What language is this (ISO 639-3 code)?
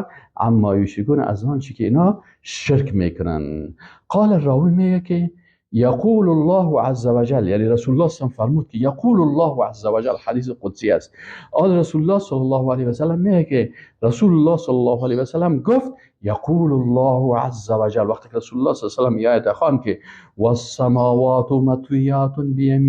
fas